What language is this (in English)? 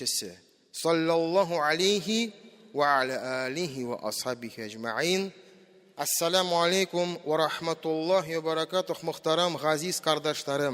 Tatar